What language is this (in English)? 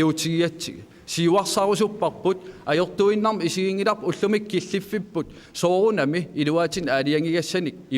Kalaallisut